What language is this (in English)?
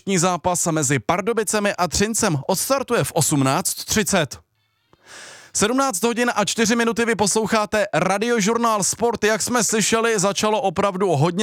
Czech